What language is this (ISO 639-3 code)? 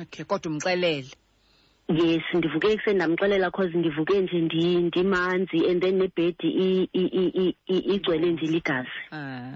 xho